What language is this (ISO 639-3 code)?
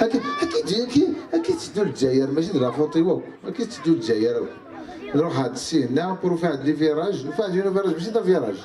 kab